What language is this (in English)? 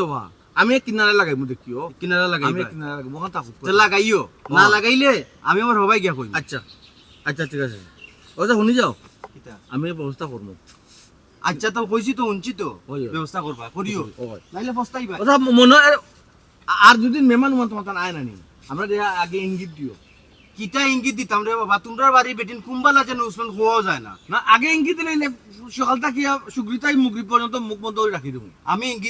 Sylheti